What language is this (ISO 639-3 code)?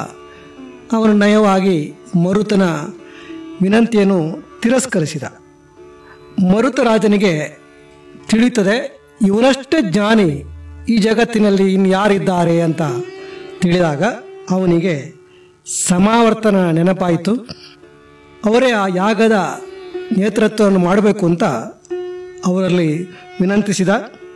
kan